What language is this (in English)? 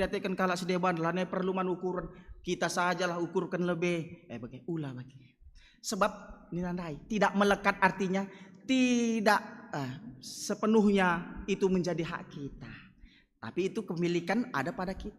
Batak Karo